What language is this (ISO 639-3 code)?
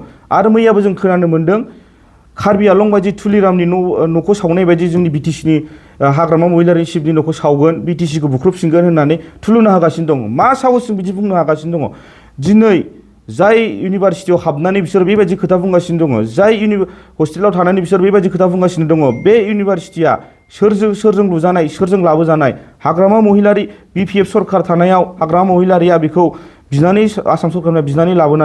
brx